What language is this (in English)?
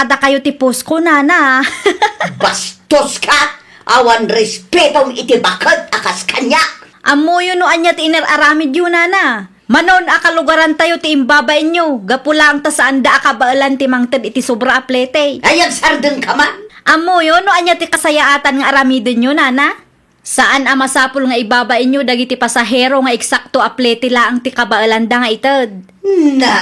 Iloko